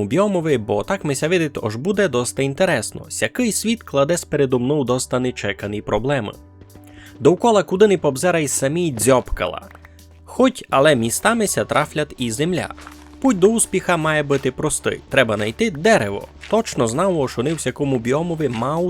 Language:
Rusyn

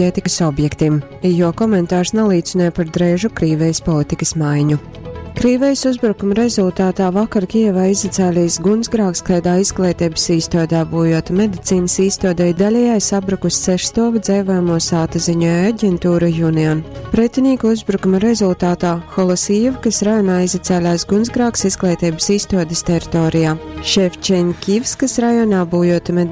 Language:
Latgalian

